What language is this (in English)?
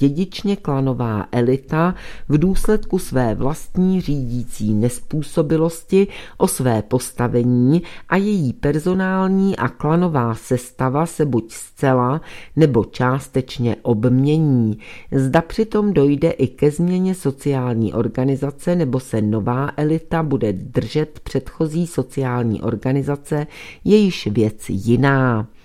Czech